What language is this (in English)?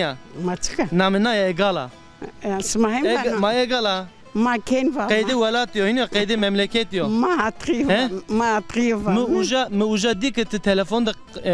Zaza